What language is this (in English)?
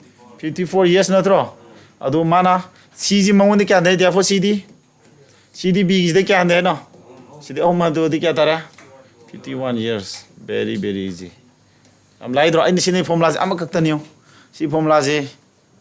Manipuri